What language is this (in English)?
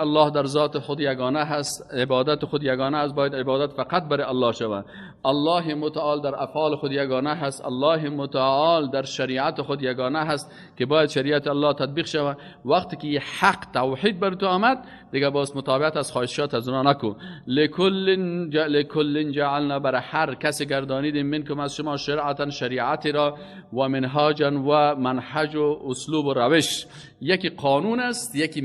Persian